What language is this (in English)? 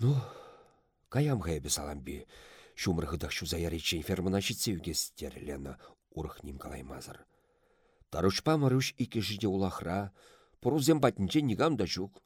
Chuvash